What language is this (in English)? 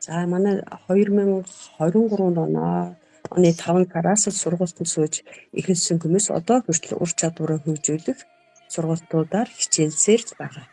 Mongolian